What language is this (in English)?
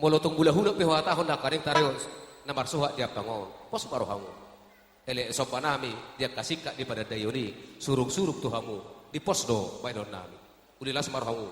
Batak Toba